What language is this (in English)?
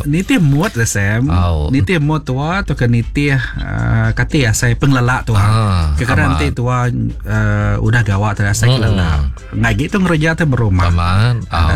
Iban